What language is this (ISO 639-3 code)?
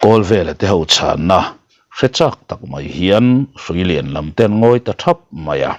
lus